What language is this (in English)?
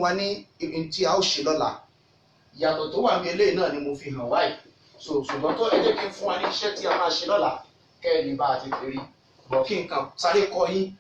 Yoruba